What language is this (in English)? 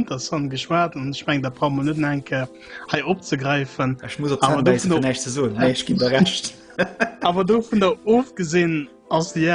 Luxembourgish